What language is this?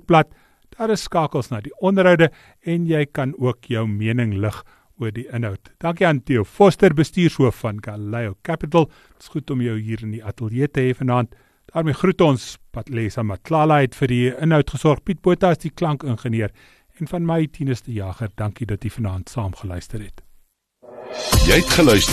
Afrikaans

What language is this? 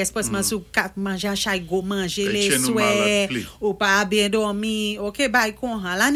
Saint Lucian Creole French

